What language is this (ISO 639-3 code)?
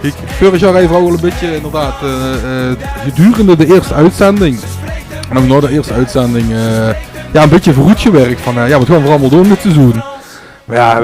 lim